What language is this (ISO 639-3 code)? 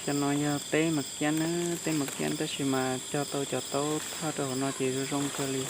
hmn